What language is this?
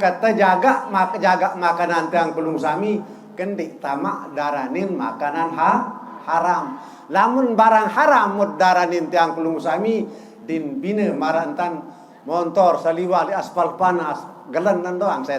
Sasak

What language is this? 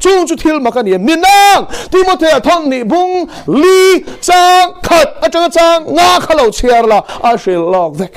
Mizo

